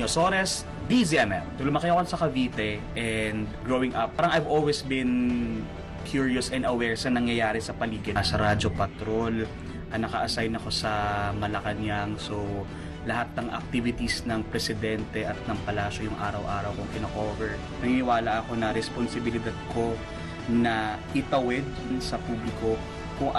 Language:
Filipino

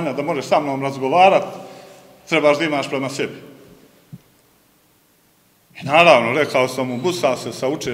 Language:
Serbian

